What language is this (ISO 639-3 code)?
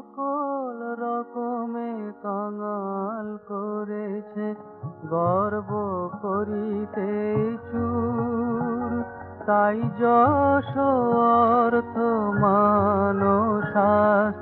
ben